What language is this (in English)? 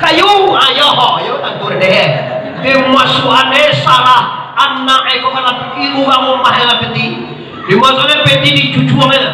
Minangkabau